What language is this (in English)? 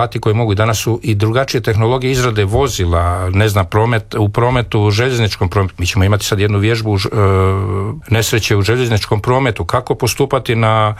Croatian